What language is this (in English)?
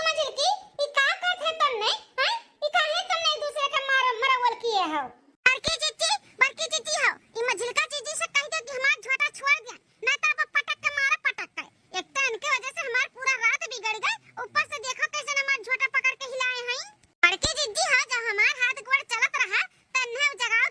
Awadhi